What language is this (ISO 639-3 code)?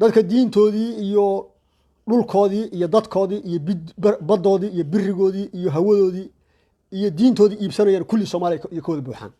som